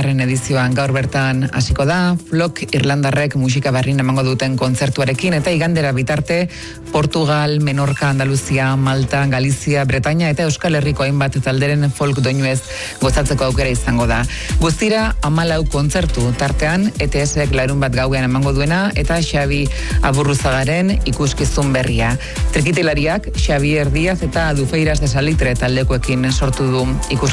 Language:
Basque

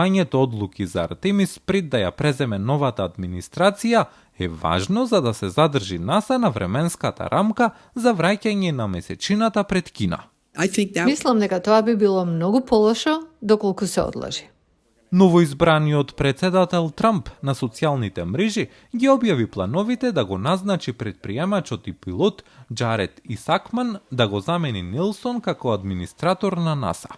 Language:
Macedonian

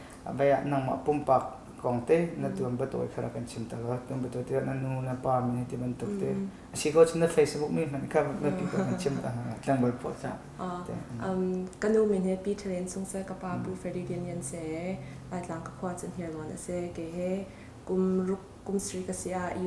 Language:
Hakha Chin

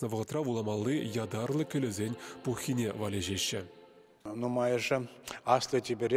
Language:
Chuvash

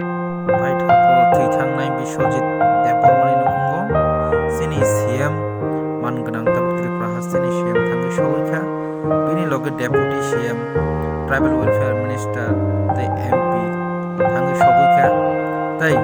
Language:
Kok Borok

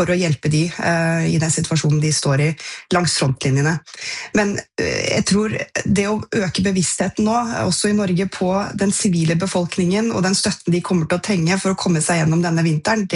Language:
Norwegian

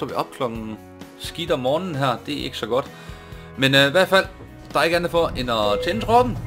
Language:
Danish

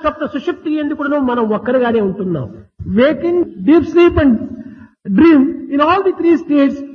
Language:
Telugu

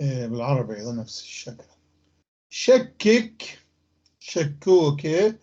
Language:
North Levantine Arabic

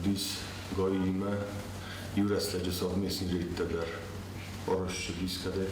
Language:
Ossetic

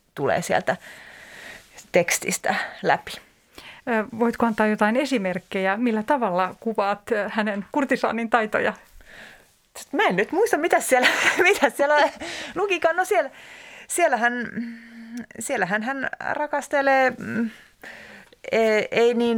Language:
Finnish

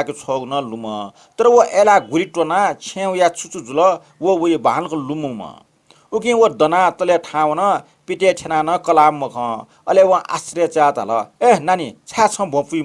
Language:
Newari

